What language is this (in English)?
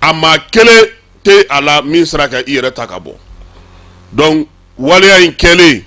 Bambara